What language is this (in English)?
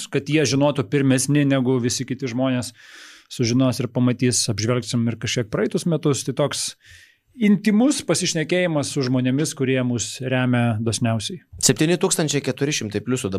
Lithuanian